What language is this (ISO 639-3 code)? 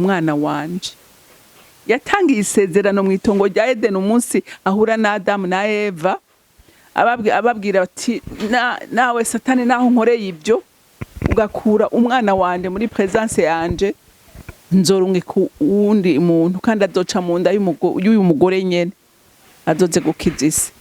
run